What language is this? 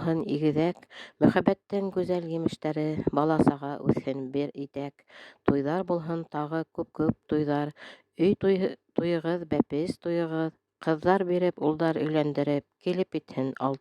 Bashkir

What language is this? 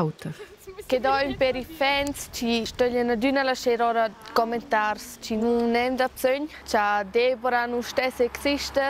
Romansh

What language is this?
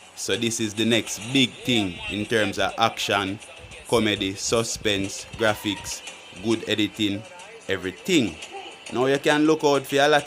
Jamaican Creole English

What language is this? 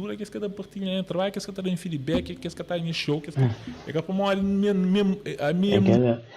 Kabuverdianu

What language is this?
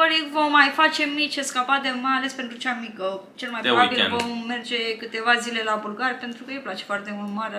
Romanian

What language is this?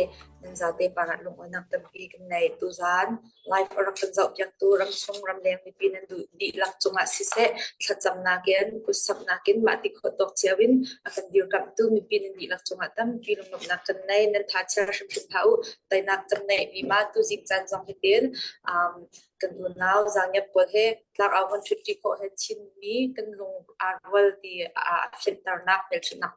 Falam Chin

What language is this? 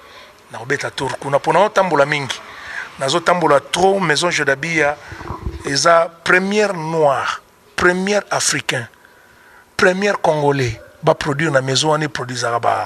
Lingala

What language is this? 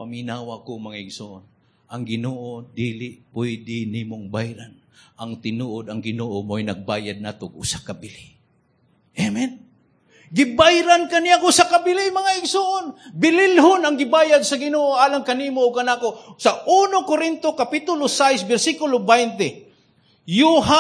Cebuano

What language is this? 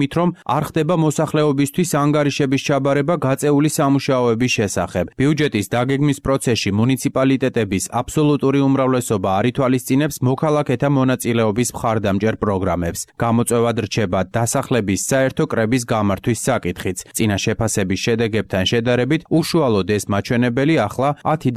Georgian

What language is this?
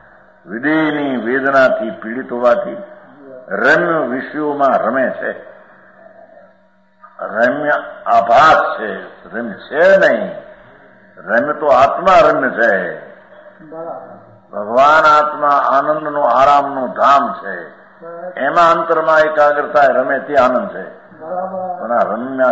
Gujarati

